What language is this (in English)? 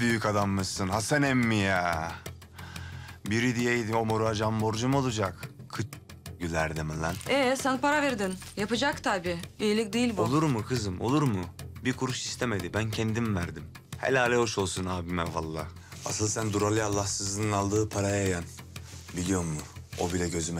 Turkish